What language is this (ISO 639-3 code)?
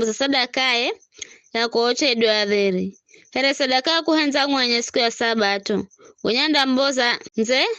nyf